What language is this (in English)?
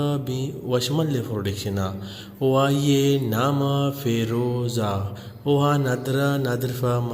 Baluchi